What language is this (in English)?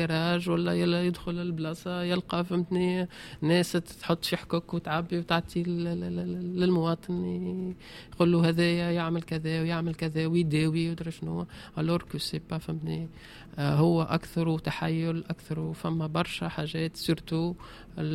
Tunisian Arabic